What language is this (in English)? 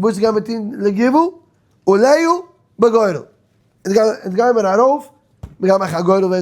Yiddish